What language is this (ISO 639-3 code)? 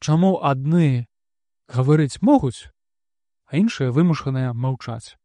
bel